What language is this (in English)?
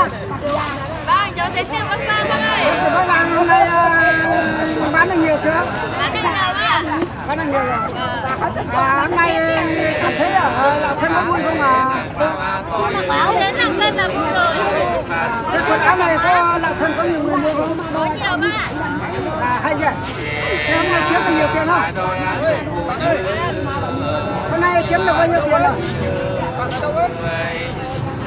Vietnamese